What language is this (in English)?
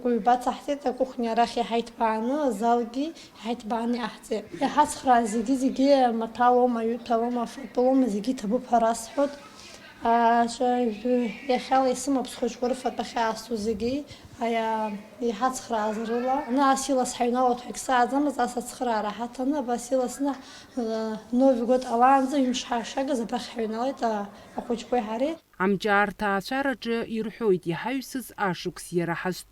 Abkhazian